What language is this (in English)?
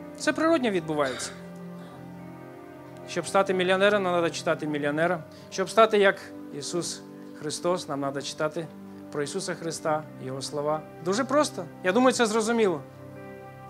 Ukrainian